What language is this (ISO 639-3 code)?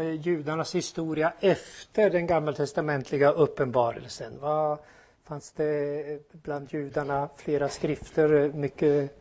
swe